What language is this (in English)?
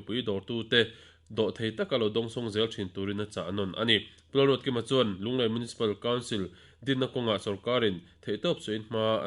Mizo